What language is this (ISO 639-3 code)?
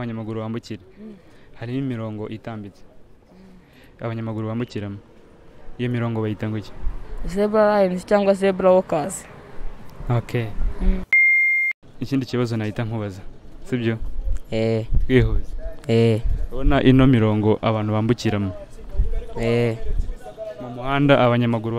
kin